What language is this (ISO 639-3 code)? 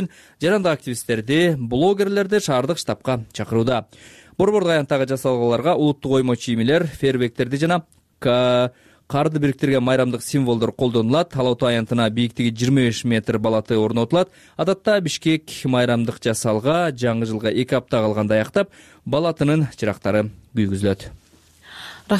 kir